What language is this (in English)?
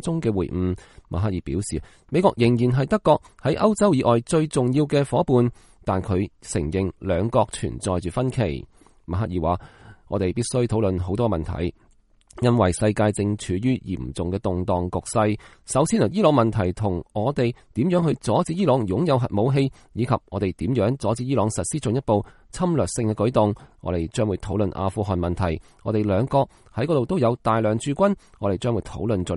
Cantonese